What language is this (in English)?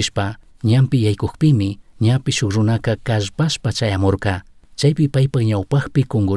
Chimborazo Highland Quichua